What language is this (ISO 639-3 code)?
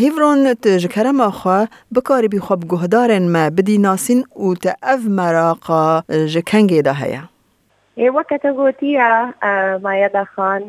kur